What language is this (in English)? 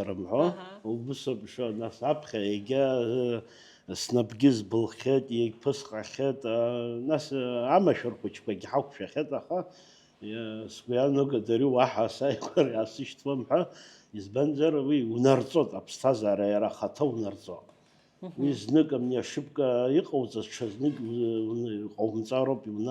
Abkhazian